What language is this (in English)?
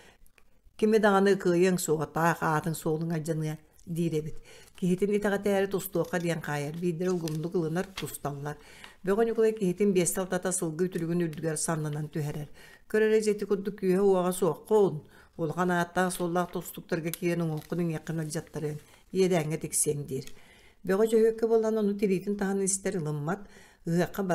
Yakut